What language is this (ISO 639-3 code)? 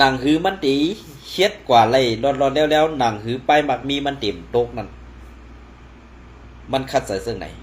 shn